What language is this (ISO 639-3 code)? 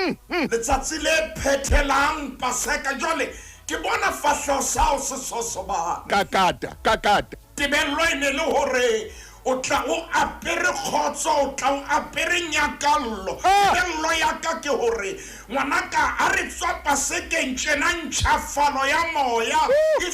sot